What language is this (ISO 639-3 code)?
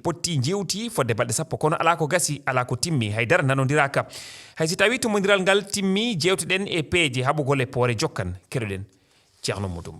ful